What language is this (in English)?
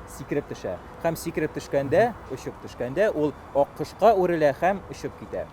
Tatar